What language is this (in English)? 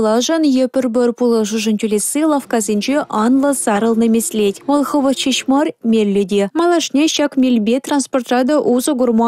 Chuvash